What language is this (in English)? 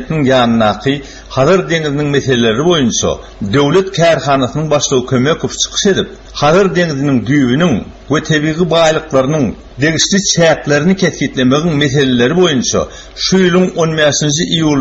Turkmen